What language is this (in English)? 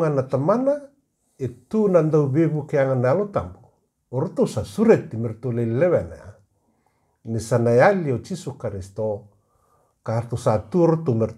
Fijian